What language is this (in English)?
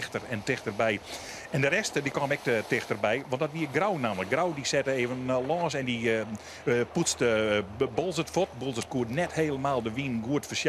Western Frisian